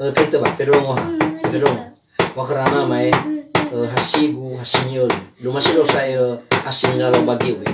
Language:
Nias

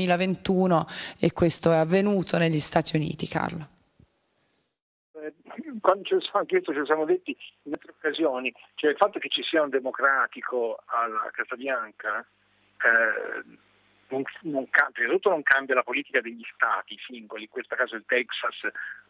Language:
Italian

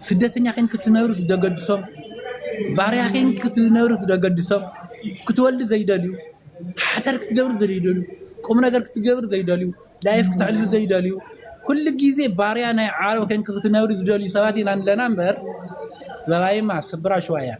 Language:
Tigrinya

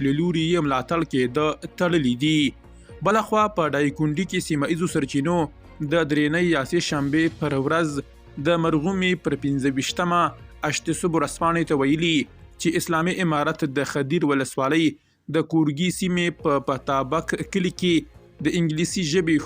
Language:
Pashto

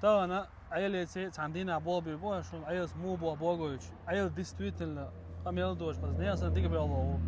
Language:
Chechen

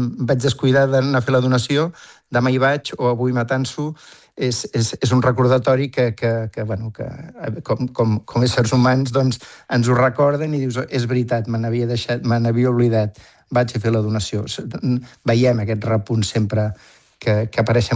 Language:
Catalan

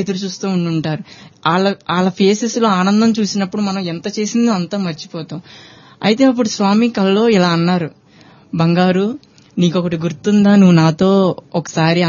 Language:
Telugu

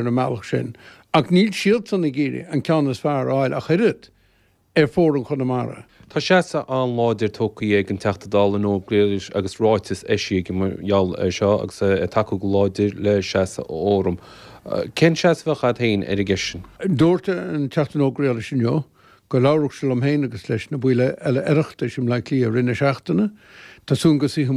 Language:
Irish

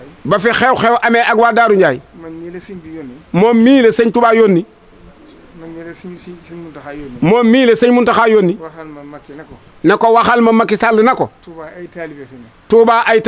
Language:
Wolof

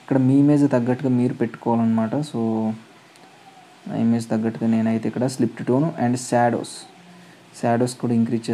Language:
Telugu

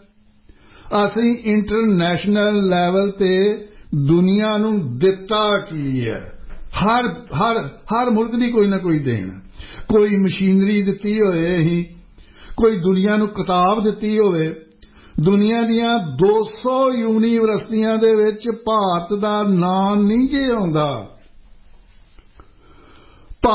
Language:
Punjabi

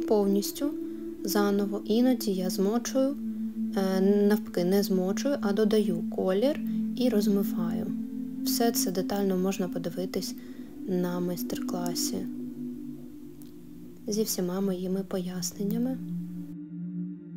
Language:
Ukrainian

